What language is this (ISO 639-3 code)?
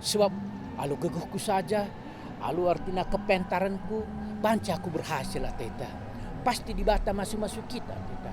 btx